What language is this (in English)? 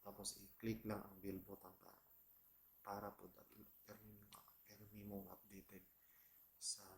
Cebuano